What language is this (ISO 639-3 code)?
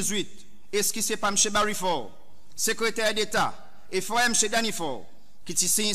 crs